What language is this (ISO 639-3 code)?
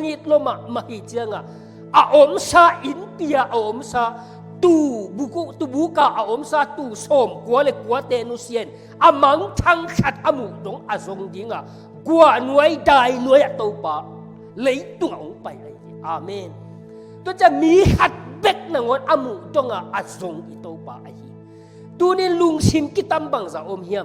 ctd